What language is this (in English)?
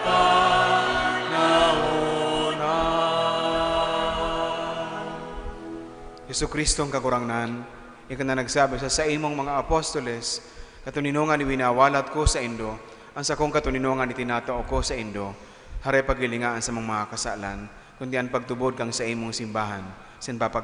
Bikol